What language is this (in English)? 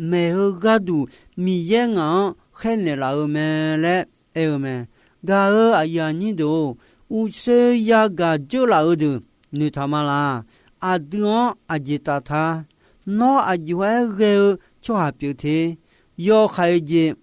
Akha